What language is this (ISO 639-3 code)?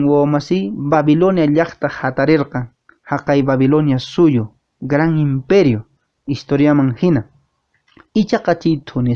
que